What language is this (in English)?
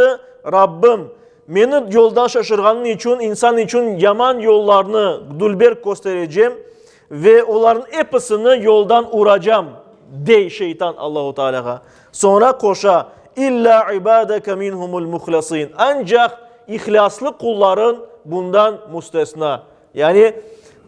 Crimean Tatar